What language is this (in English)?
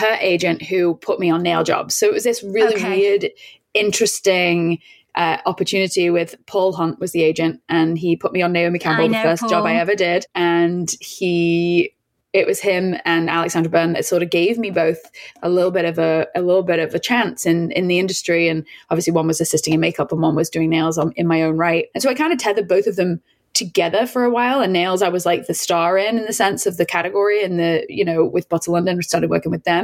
English